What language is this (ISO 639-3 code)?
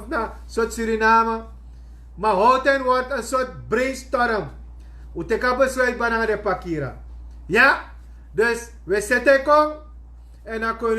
srn